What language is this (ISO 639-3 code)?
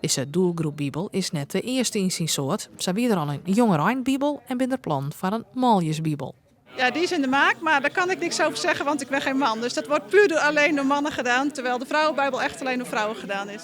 fry